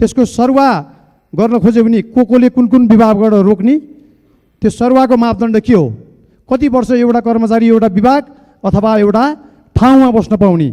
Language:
Nepali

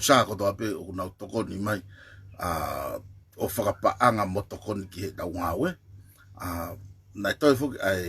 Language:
Tongan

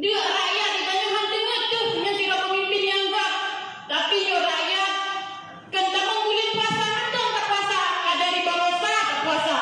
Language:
Achinese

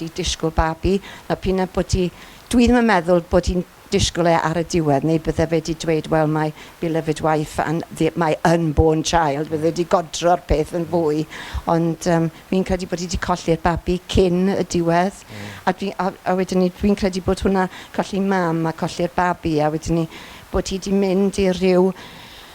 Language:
Welsh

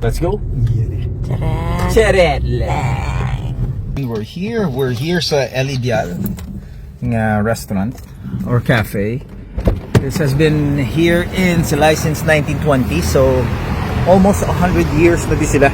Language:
Hiligaynon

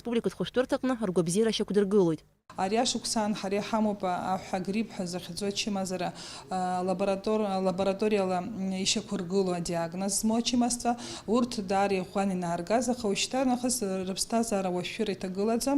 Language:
Abkhazian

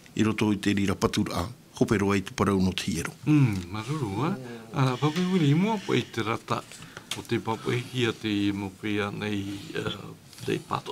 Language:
Tahitian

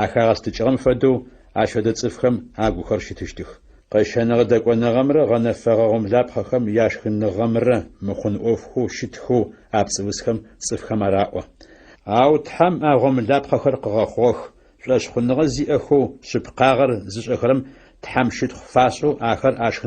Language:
Adyghe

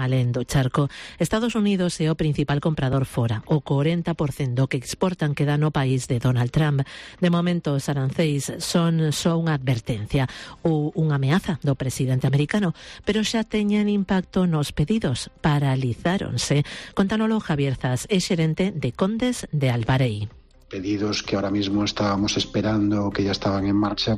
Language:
Galician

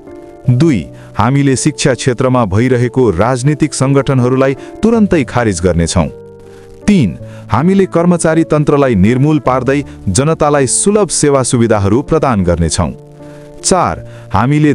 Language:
Nepali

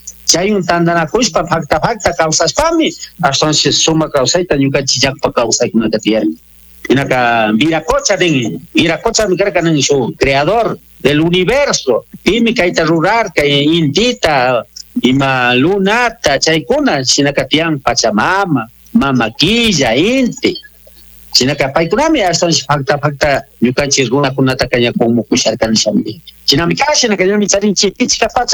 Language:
Spanish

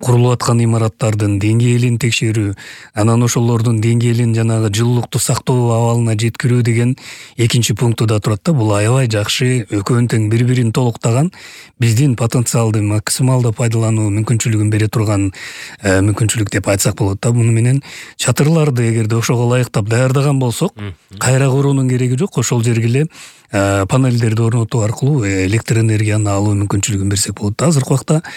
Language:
Kyrgyz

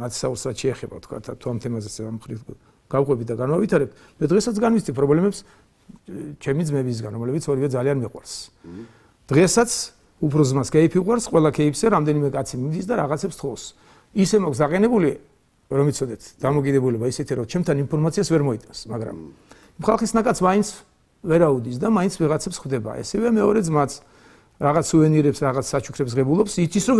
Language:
Georgian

